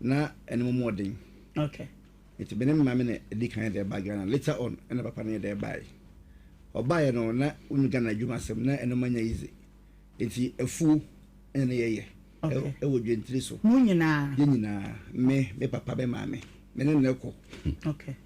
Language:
Akan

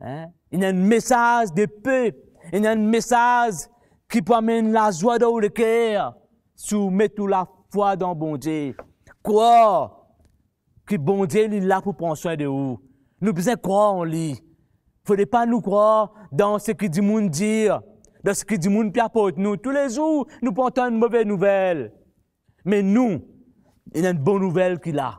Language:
Morisyen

